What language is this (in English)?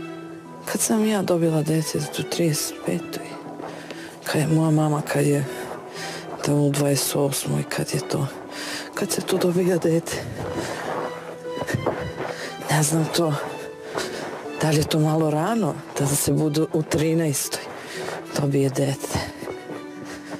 Serbian